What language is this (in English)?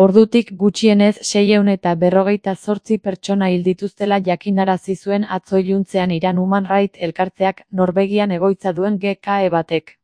Basque